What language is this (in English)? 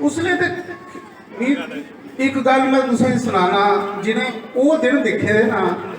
Dogri